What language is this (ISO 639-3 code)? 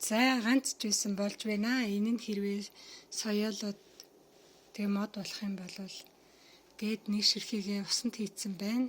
mon